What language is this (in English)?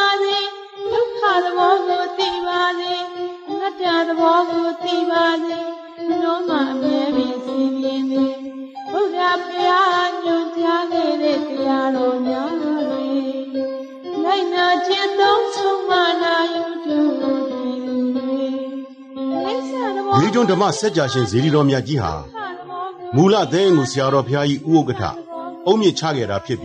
Burmese